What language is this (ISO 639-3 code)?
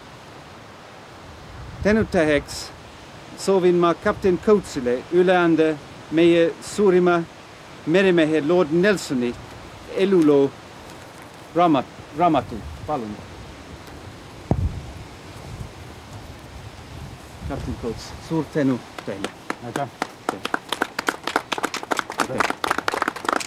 est